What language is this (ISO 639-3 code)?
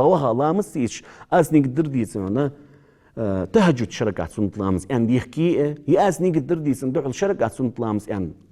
inh